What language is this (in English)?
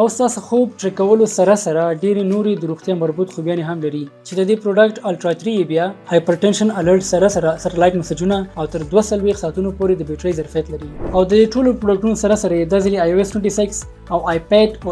Pashto